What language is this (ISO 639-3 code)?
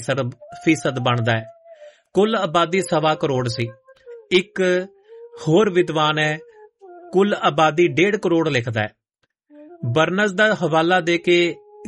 pan